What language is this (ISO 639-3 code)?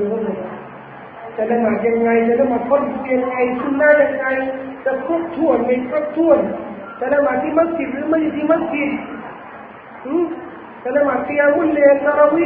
tha